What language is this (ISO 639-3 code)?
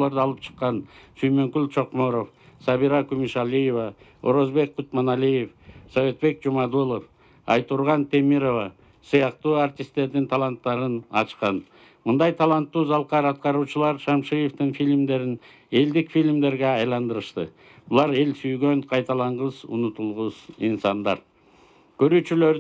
kir